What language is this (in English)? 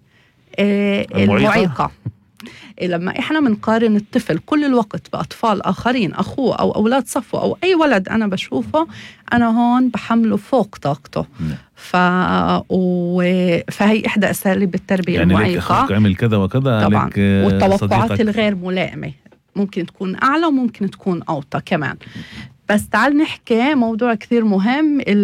North Levantine Arabic